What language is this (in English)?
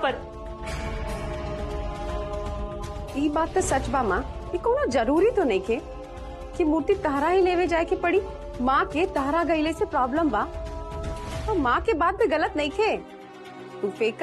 Bhojpuri